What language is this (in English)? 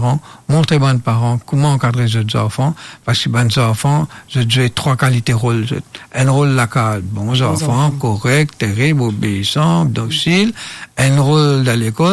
Morisyen